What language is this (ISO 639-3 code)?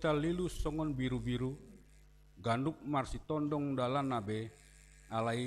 bbc